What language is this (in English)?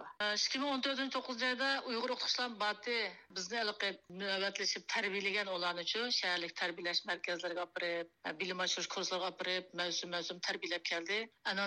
Uyghur